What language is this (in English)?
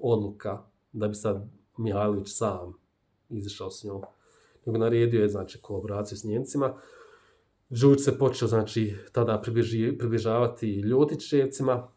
Bosnian